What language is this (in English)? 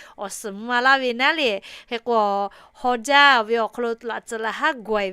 Lahu